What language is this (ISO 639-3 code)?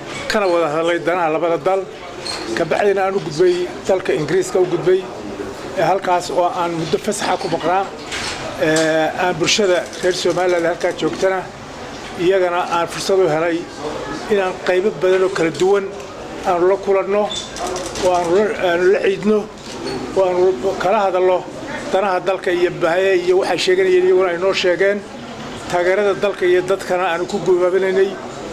som